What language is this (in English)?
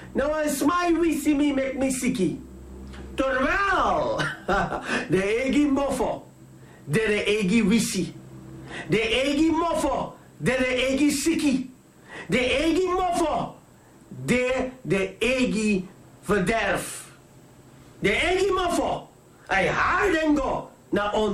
Sranan Tongo